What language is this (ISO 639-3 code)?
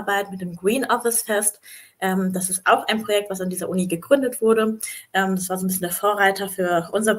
deu